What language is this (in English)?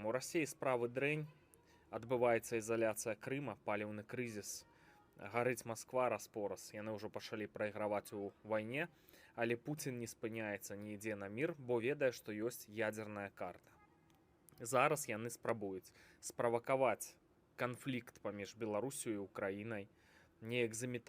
Belarusian